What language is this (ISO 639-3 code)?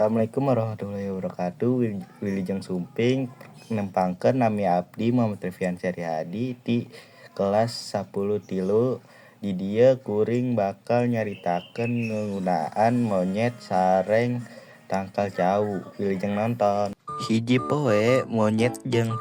sun